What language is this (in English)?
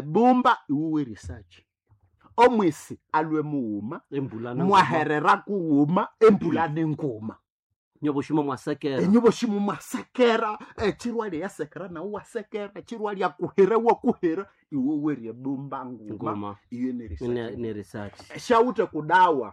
Nande